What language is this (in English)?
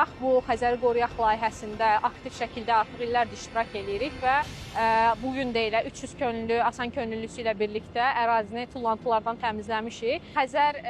Azerbaijani